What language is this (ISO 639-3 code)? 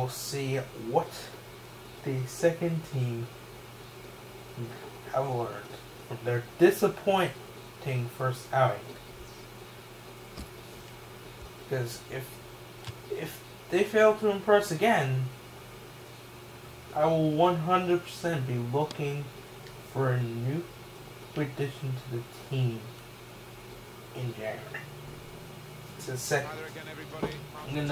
eng